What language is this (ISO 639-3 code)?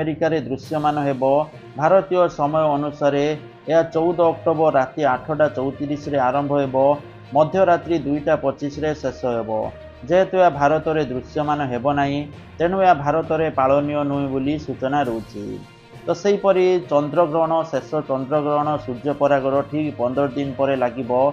ori